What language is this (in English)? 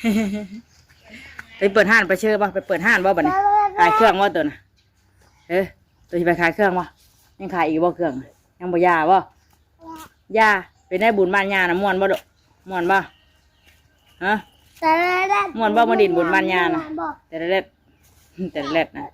Northeastern Thai